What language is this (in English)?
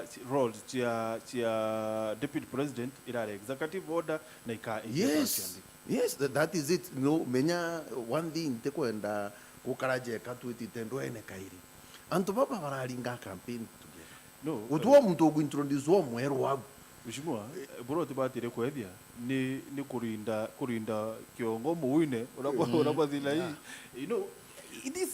Meru